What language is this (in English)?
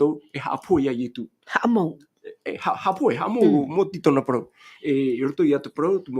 Tahitian